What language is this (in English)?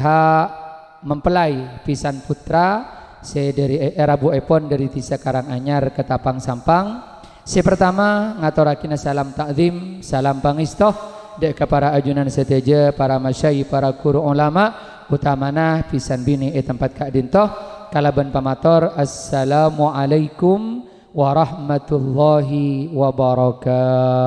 Madurese